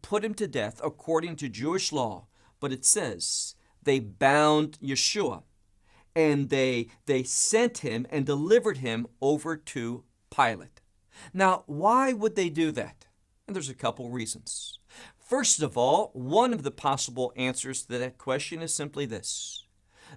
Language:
English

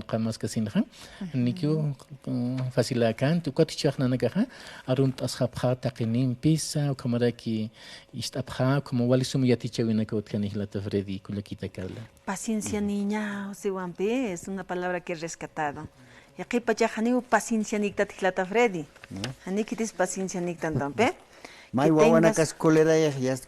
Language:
Aymara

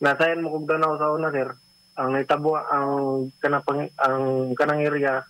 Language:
Cebuano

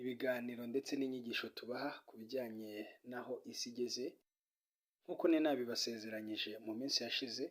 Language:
Kinyarwanda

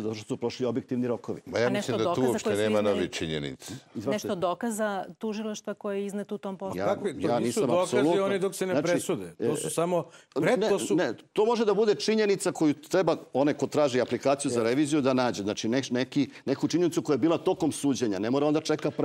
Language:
Serbian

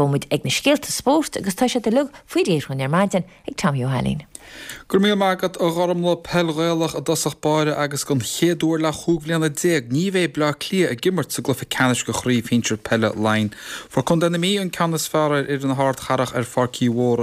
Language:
Irish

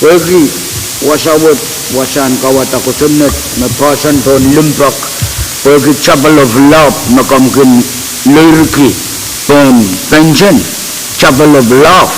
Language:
Pohnpeian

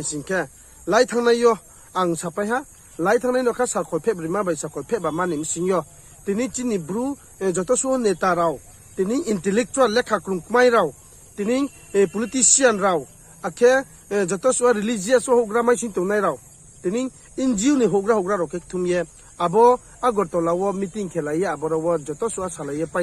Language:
Riang (India)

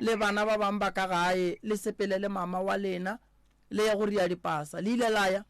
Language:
Northern Sotho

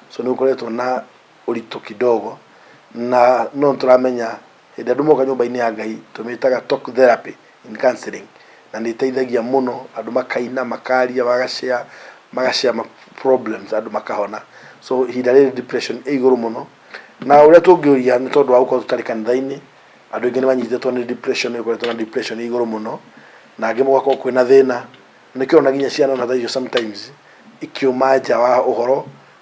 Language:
Kikuyu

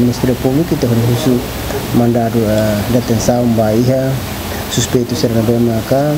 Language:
Tetum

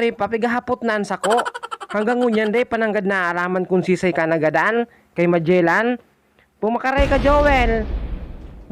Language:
Bikol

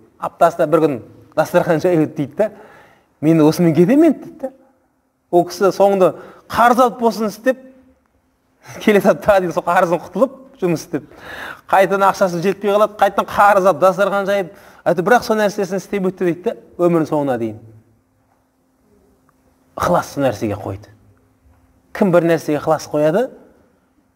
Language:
Kazakh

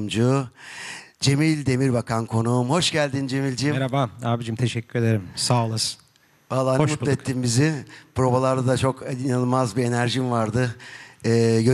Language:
Turkish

